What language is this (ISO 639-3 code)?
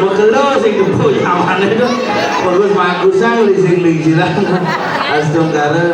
ban